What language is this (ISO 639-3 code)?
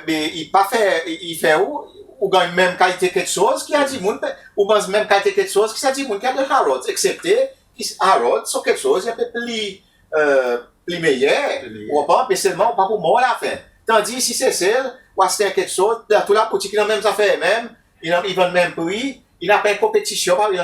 crs